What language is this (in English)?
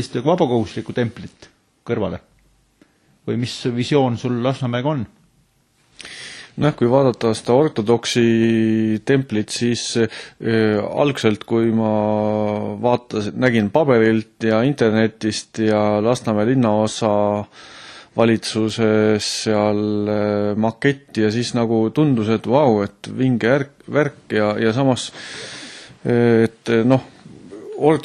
Estonian